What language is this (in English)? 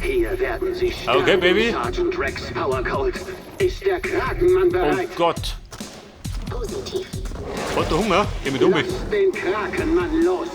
Bavarian